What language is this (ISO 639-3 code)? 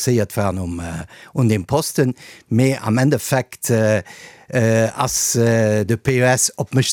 ltz